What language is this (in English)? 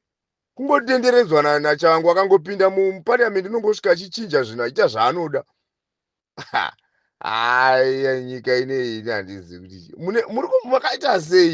Shona